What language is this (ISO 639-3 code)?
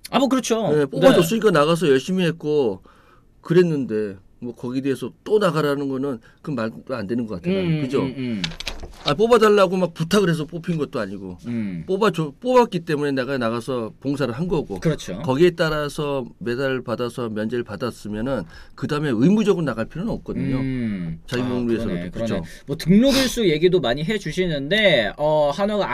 kor